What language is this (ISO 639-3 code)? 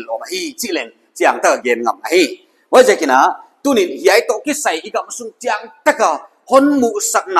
pck